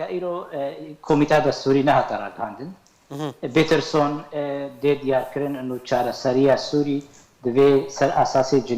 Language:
Kurdish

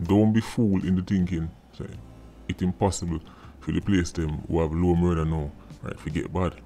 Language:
Jamaican Creole English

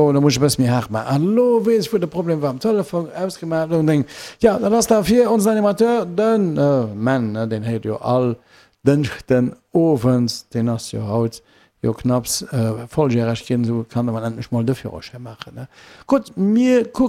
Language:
Luxembourgish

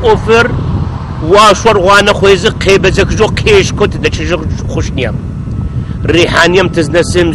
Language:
Adyghe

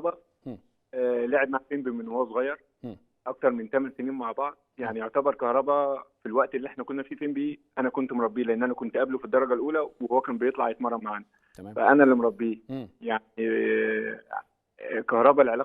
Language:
Egyptian Arabic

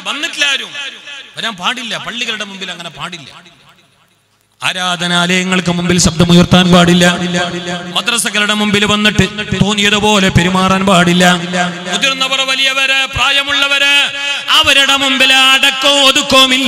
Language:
Malayalam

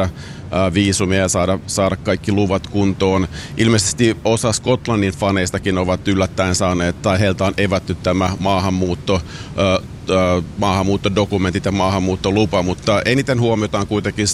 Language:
Finnish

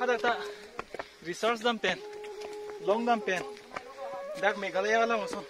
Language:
Karbi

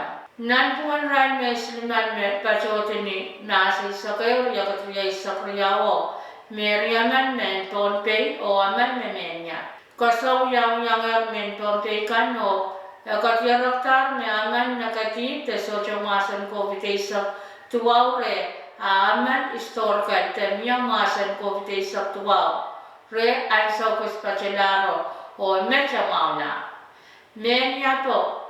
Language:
Pohnpeian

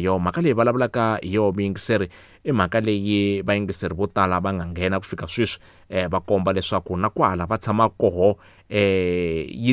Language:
Tsonga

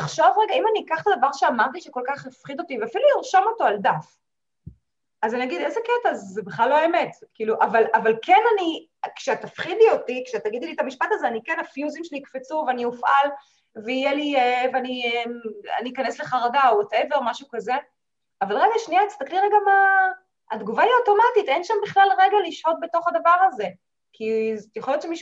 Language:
Hebrew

